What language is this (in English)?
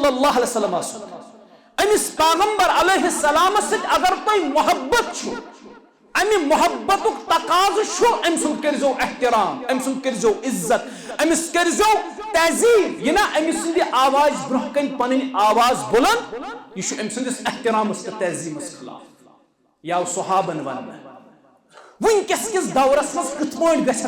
Kashmiri